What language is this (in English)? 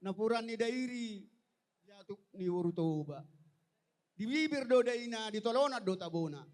Batak Toba